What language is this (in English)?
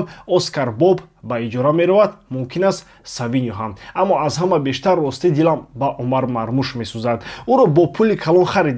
Tajik